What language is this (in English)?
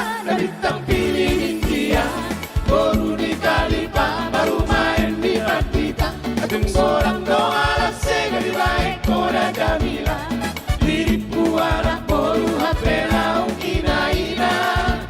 Batak Toba